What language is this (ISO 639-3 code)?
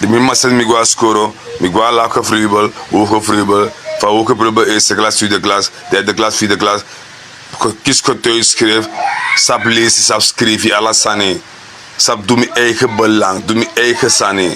srn